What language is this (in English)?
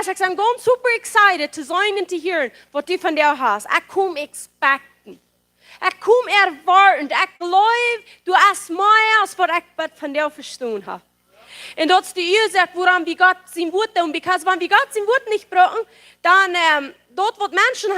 Plautdietsch